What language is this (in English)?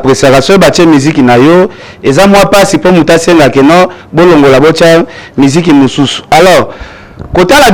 Lingala